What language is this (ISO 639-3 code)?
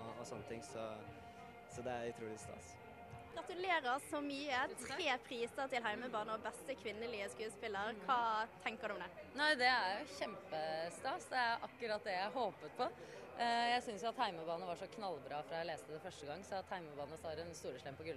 nor